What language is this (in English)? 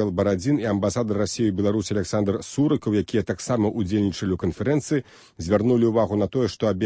Belarusian